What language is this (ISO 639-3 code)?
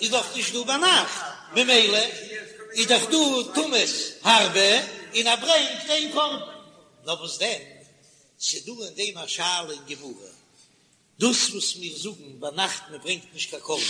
yid